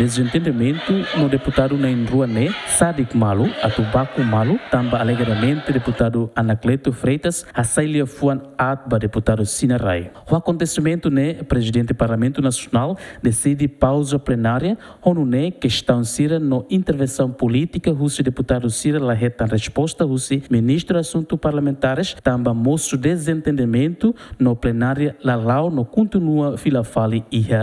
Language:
Tetum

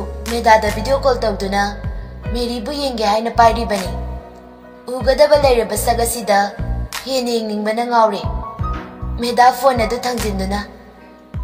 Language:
Manipuri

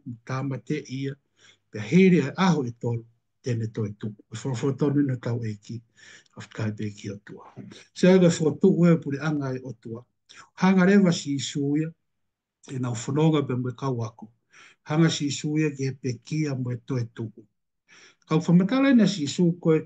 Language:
Tongan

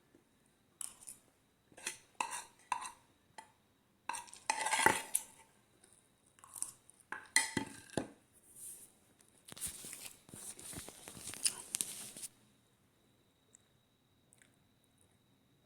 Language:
S'gaw Karen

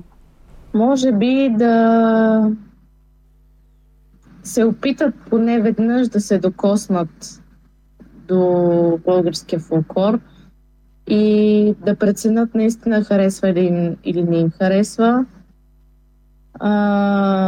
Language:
Bulgarian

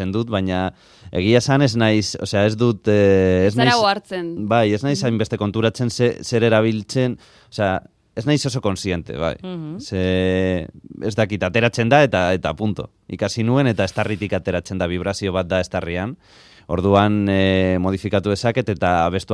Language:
Basque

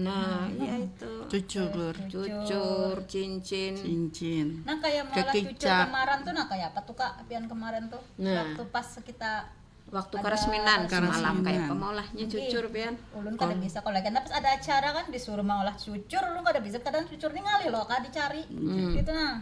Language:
Banjar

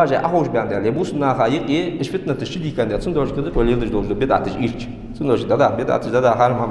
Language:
Ingush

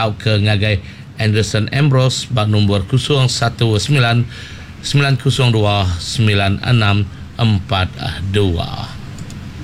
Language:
Iban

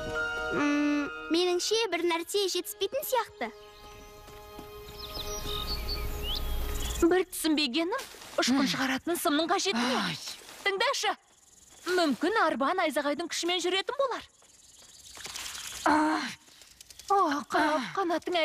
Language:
Kazakh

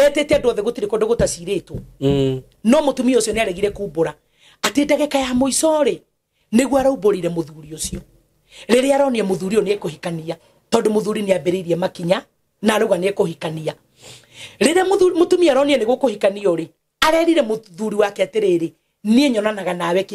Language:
Kikuyu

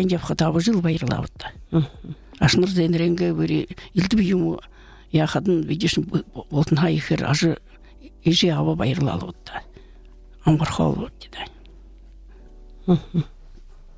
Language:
Buriat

